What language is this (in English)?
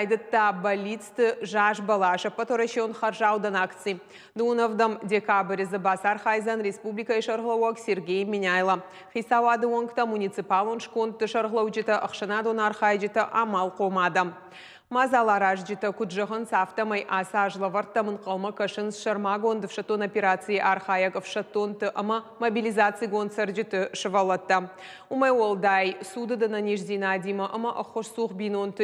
Ossetic